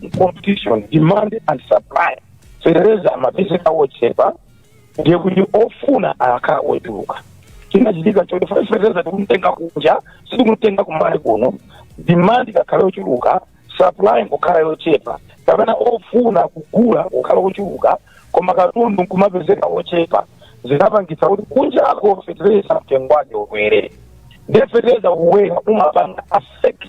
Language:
Nyanja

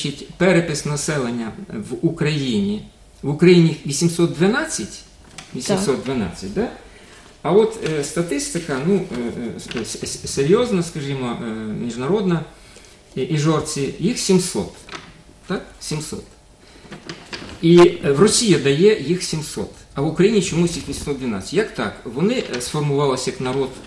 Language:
Ukrainian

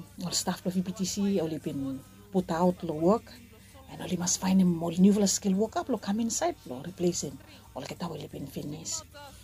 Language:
Bislama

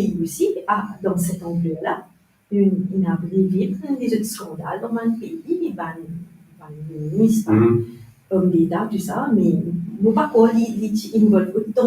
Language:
Morisyen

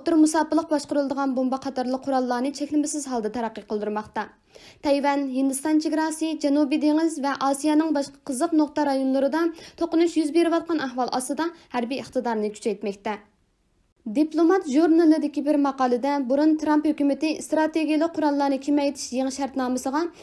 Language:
Uyghur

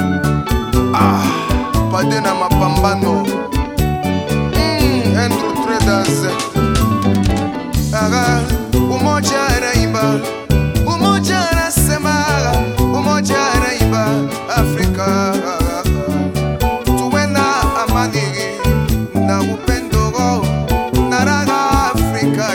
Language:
Swahili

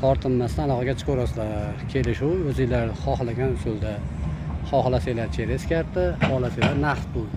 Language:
Uzbek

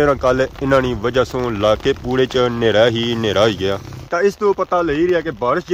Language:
Pahari-Potwari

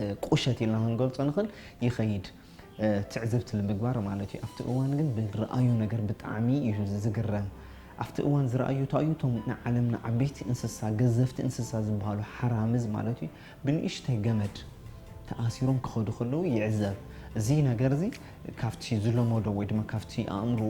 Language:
Tigrinya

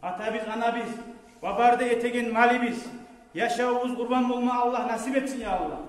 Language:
Kumyk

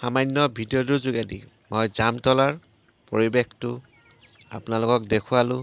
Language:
Assamese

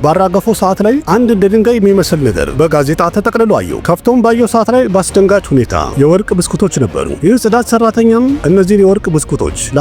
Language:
Amharic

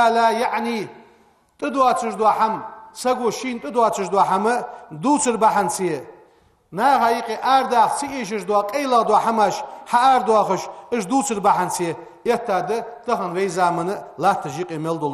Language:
Ingush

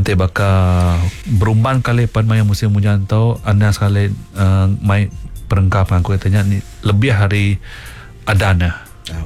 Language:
Malay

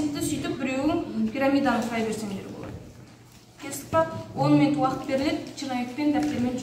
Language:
Kazakh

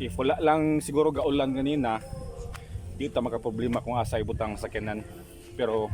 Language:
Cebuano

